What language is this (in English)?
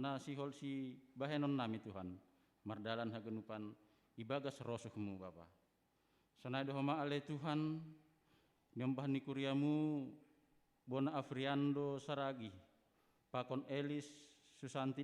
Batak Simalungun